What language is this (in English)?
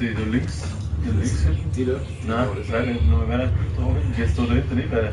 Bavarian